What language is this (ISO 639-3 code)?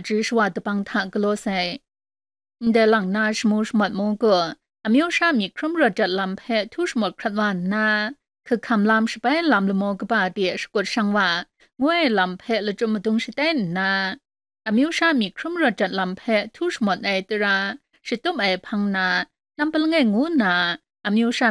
kac